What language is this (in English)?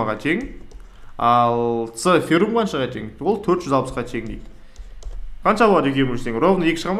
Kazakh